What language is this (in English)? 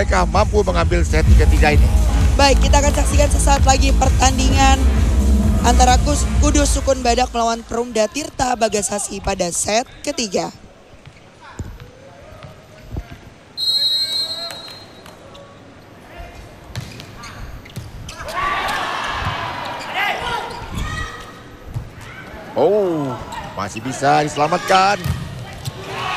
Indonesian